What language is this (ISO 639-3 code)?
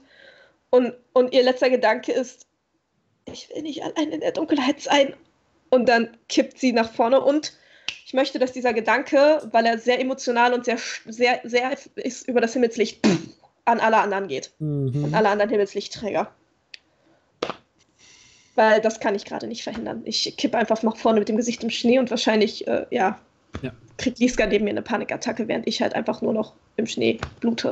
deu